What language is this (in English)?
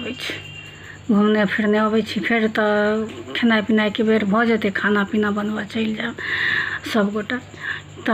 Maithili